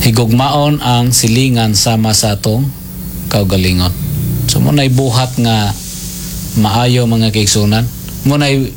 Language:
Cebuano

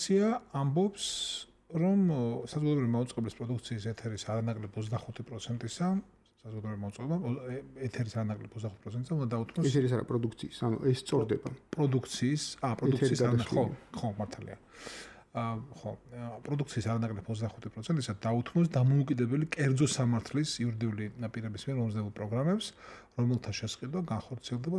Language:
Georgian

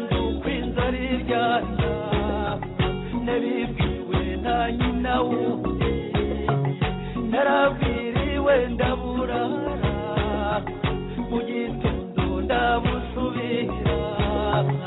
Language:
Kinyarwanda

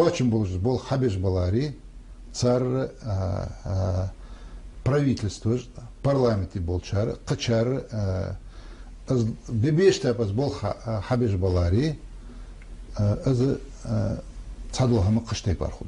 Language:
Ingush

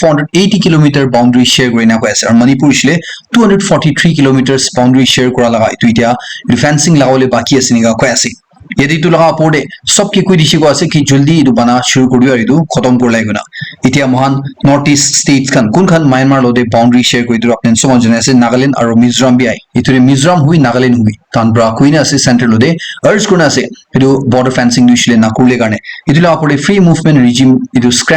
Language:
Naga Pidgin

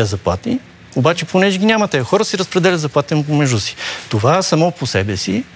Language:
Bulgarian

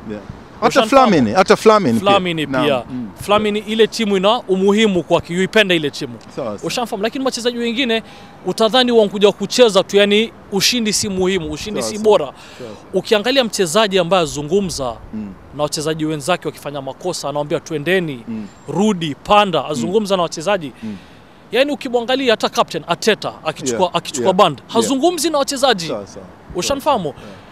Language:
Swahili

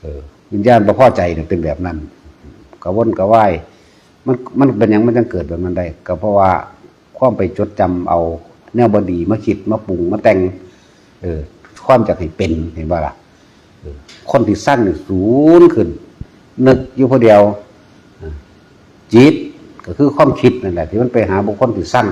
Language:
Northeastern Thai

